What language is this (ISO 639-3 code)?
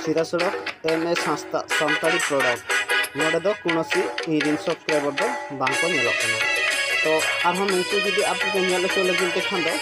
sat